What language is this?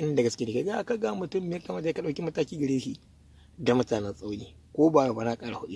Hausa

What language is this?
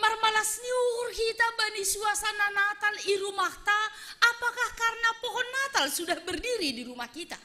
Batak Simalungun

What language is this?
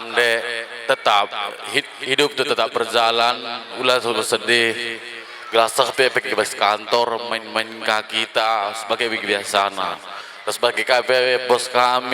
Batak Karo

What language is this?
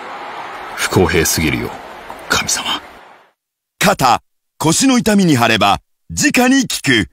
Japanese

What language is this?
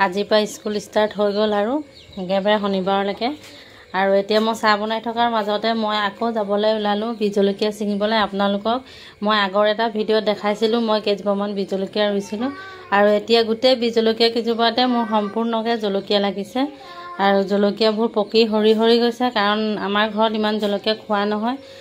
Assamese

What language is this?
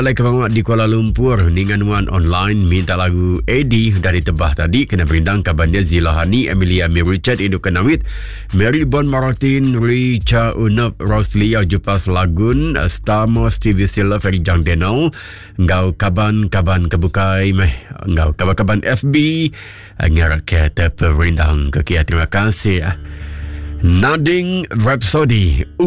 Iban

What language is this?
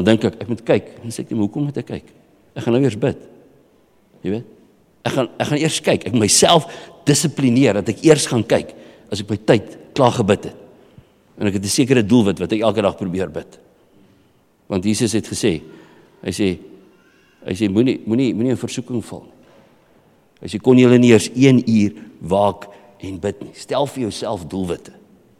Afrikaans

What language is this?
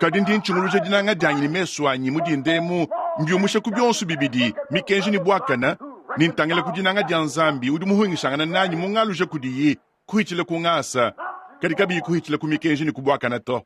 Luba-Lulua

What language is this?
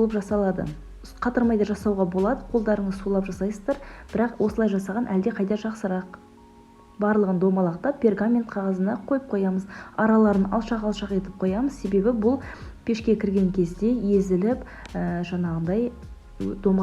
Kazakh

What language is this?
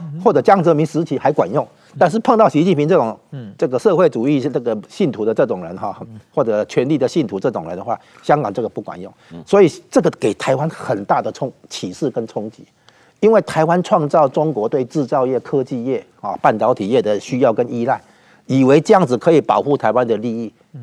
Chinese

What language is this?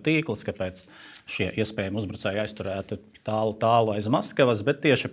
Latvian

